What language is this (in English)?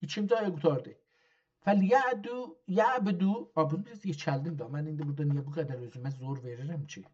South Azerbaijani